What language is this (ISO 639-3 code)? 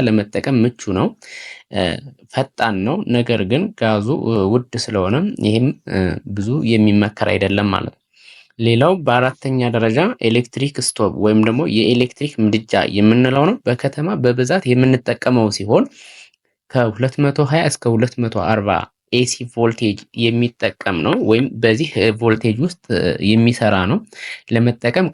amh